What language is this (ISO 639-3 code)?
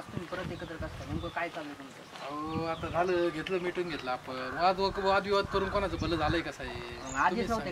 mar